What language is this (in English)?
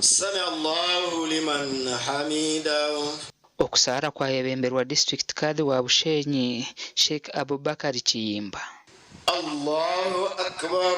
Nyankole